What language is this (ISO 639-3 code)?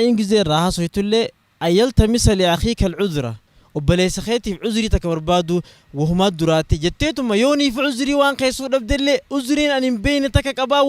orm